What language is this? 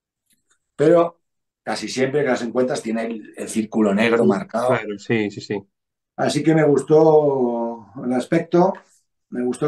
Spanish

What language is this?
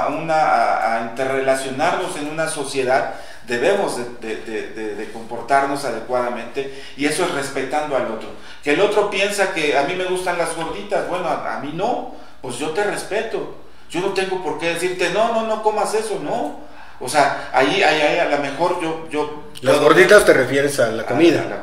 Spanish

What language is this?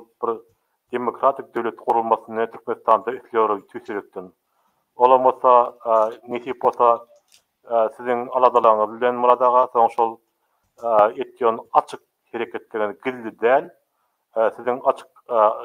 Turkmen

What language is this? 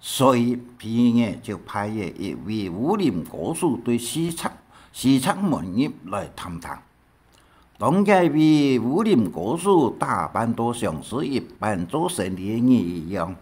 Hakka Chinese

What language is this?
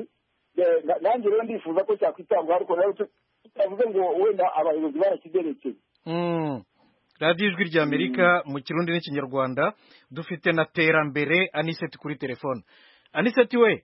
Kinyarwanda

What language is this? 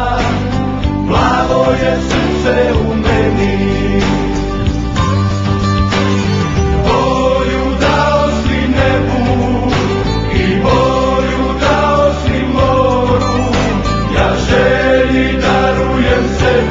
Bosnian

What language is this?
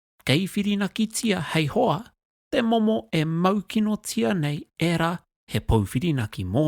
Māori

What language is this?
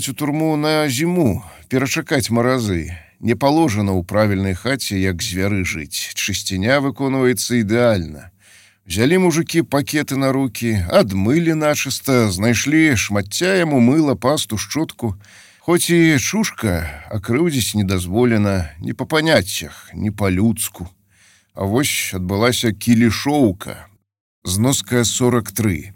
Belarusian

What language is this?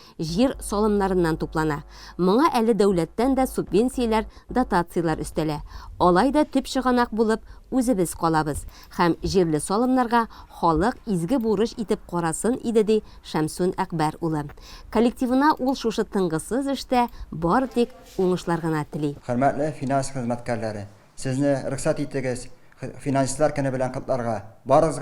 Tatar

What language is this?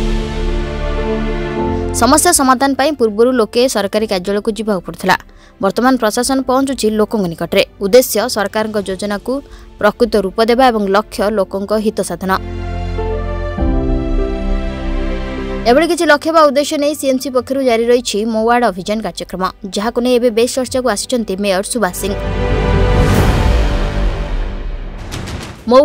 Odia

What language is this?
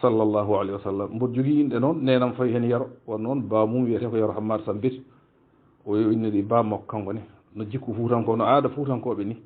Fula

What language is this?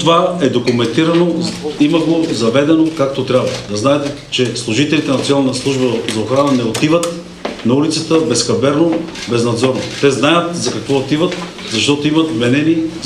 Bulgarian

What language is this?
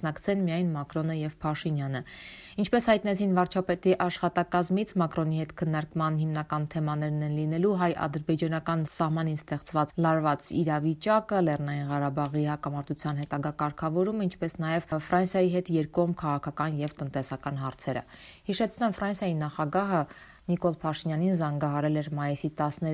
Armenian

